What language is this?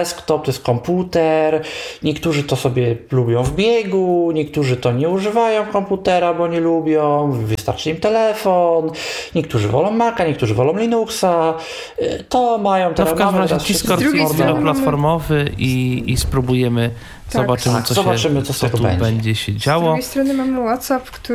Polish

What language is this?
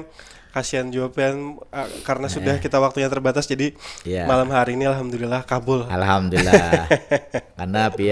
Banjar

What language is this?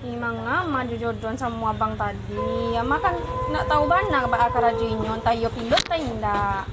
Minangkabau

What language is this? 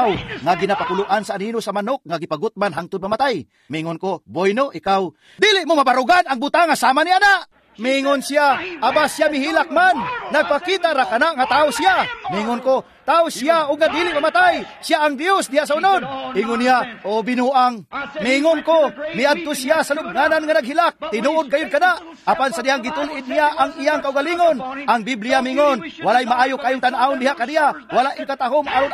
Cebuano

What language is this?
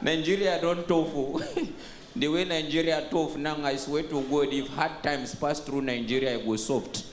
Nigerian Pidgin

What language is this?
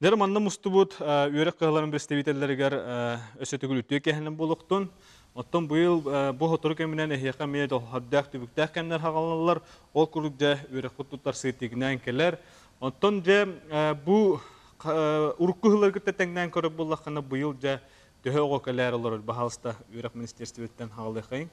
Yakut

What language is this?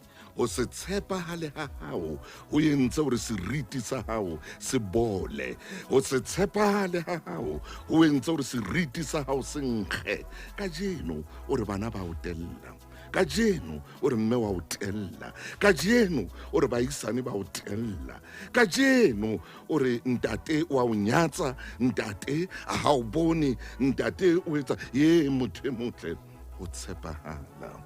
Southern Sotho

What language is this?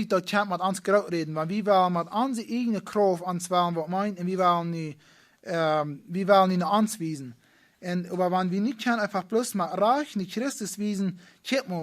Plautdietsch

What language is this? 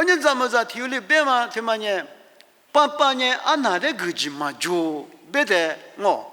Lisu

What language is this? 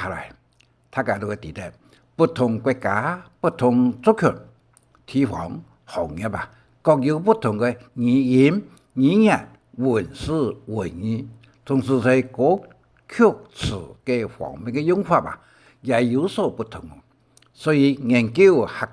Hakka Chinese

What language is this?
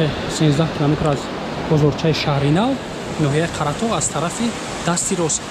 Tajik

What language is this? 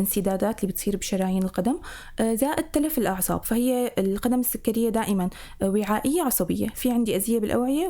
North Levantine Arabic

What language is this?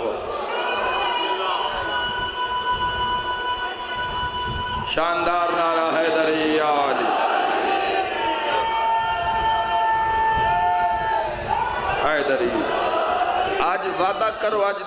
Urdu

